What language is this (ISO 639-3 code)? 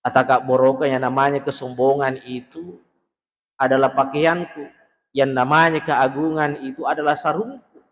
bug